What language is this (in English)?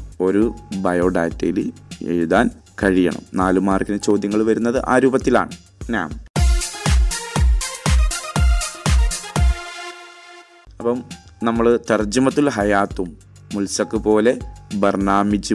Malayalam